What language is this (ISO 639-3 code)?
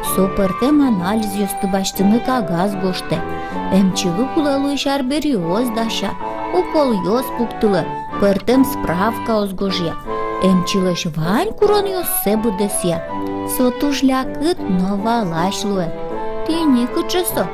udm